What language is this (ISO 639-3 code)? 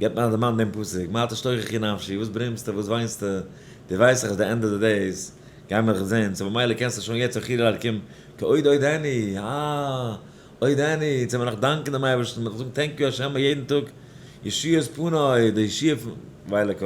yid